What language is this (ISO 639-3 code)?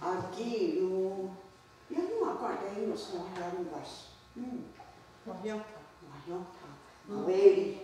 moh